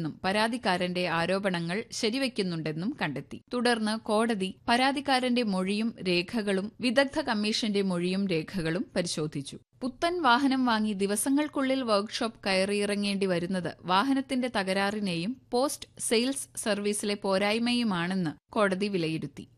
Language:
Malayalam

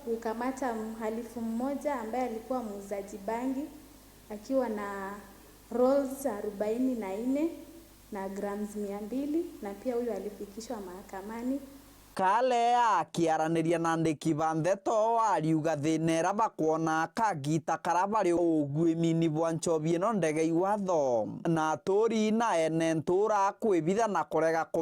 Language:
Meru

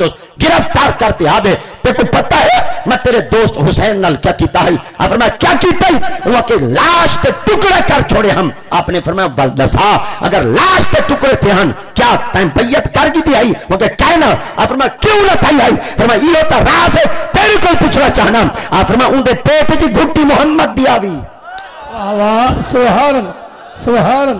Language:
Saraiki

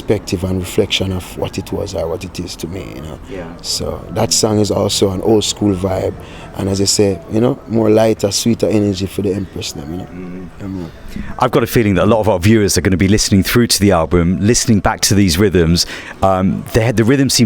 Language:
Jamaican Creole English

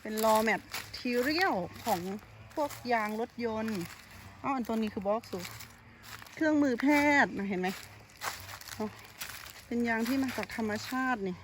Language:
Lao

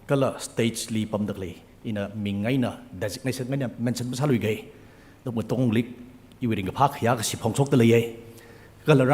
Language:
Tangkhul Naga (India)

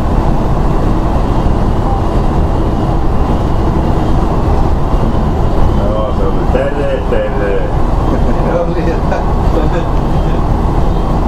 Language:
Finnish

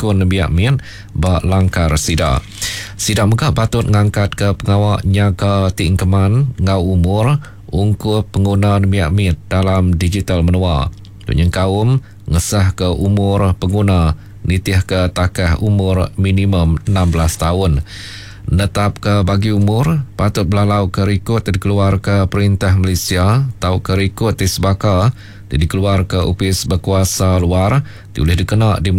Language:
Iban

